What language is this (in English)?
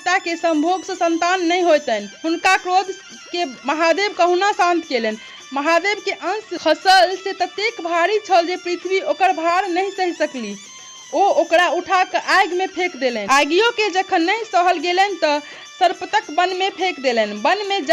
Maithili